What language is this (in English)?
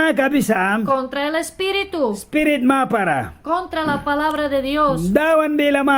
Mískito